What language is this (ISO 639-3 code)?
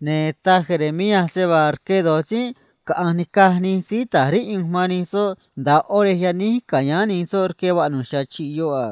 trc